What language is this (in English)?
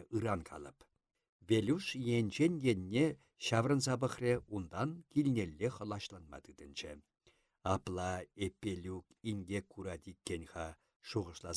Chuvash